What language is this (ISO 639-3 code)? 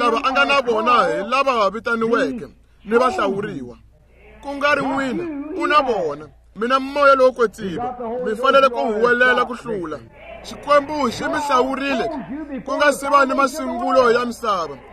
tso